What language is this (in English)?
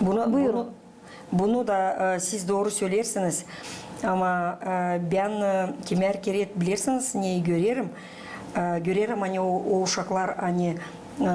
Gagauz